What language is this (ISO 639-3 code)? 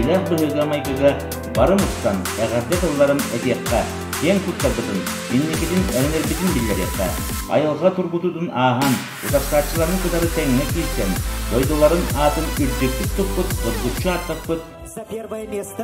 sah